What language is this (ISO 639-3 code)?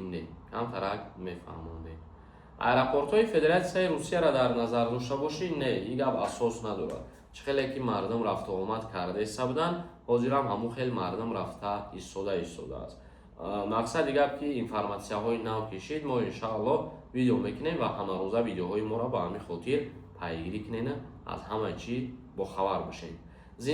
tgk